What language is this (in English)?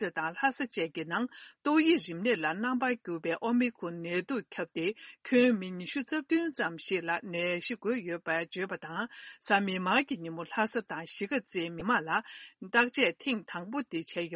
Tibetan